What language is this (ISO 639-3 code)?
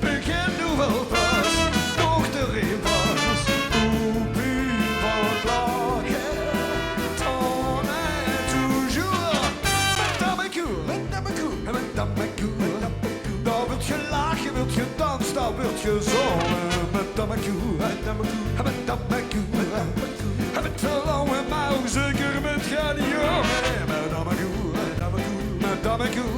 lim